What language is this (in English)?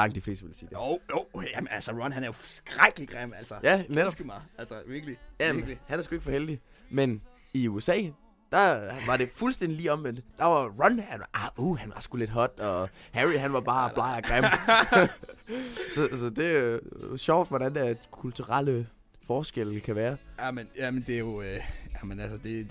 Danish